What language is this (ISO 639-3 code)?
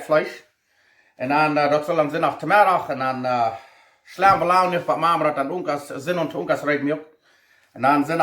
pdt